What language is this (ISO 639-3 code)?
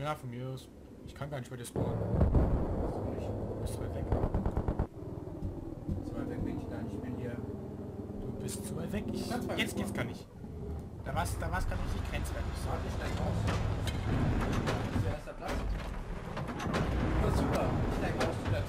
deu